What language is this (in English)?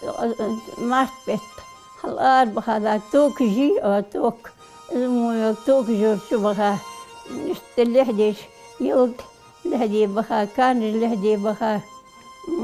Ingush